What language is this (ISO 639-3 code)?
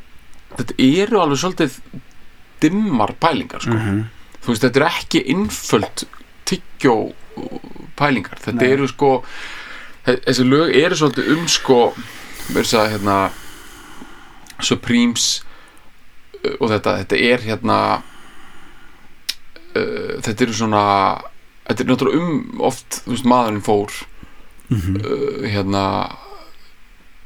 isl